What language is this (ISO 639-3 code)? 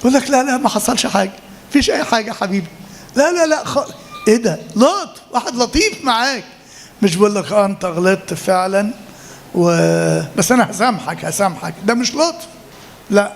arz